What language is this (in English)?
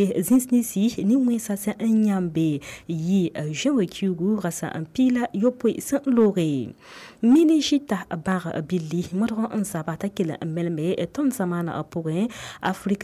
Mossi